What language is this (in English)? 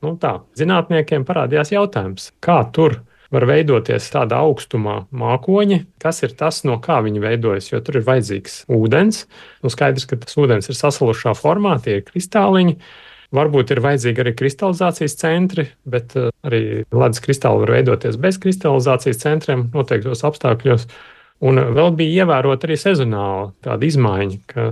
Latvian